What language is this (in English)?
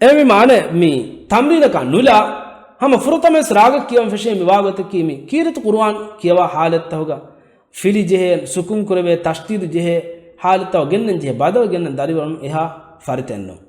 Divehi